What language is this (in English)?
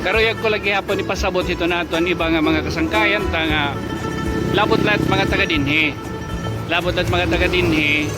Waray